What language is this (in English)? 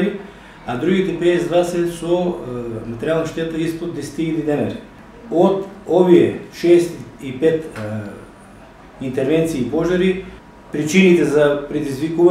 Macedonian